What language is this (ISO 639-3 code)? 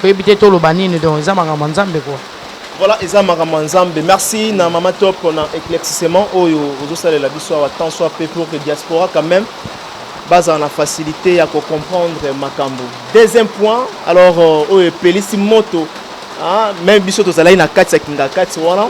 lin